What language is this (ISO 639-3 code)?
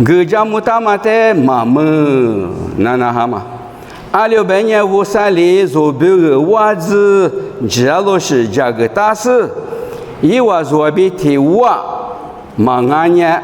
lis